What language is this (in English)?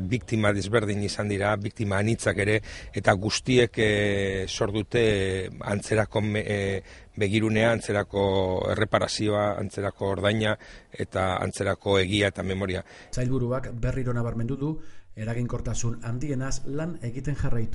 Basque